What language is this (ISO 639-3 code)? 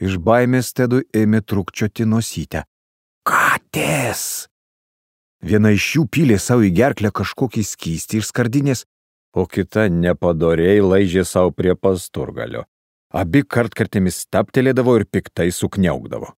lit